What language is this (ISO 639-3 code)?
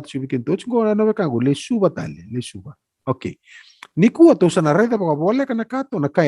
fij